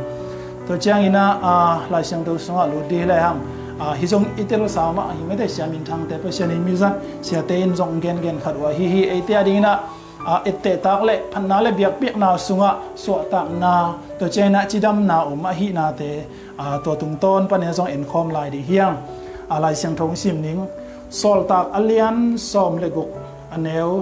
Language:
Tedim Chin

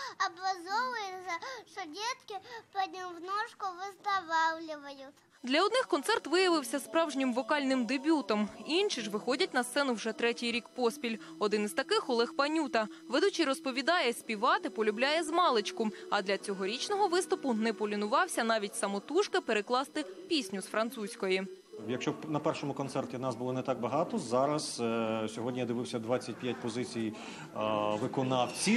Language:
Ukrainian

